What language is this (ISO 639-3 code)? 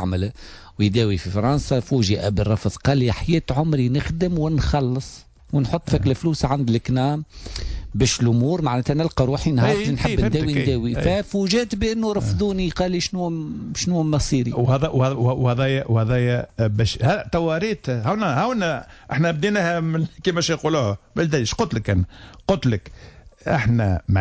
aeb